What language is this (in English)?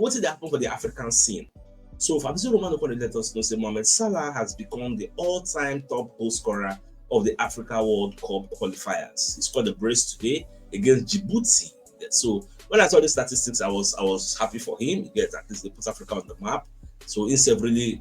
Nigerian Pidgin